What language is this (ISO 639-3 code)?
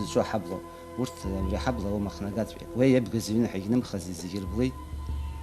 abk